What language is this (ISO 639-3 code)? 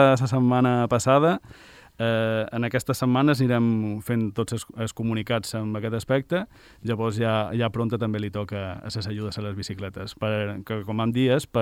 cat